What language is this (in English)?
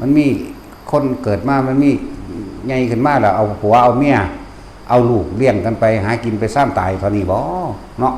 Northeastern Thai